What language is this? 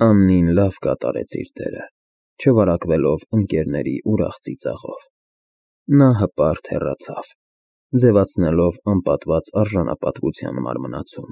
Armenian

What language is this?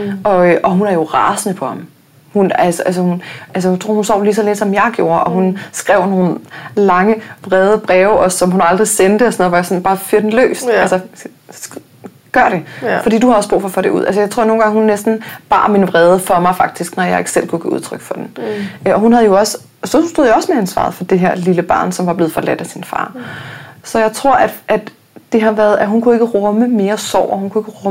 Danish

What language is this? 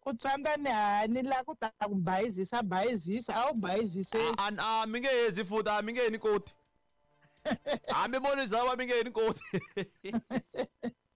Tsonga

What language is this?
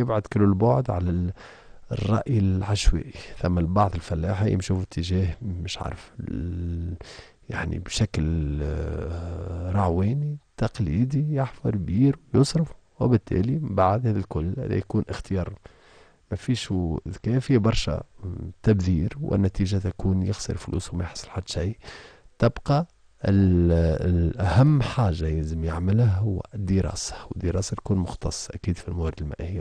Tunisian Arabic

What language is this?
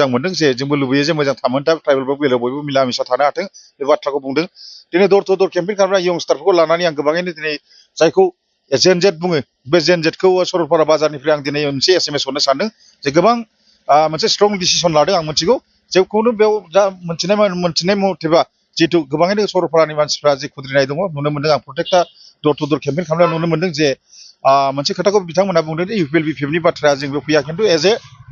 Bodo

